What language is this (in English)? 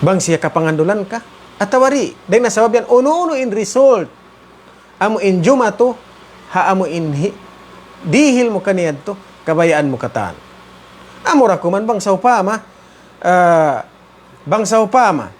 Tausug